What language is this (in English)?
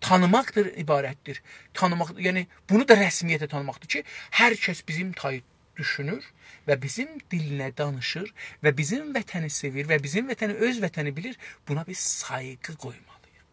South Azerbaijani